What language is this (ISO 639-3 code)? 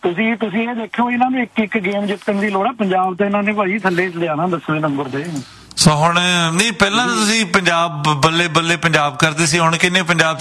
pan